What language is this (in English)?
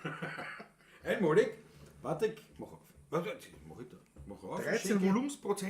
Bavarian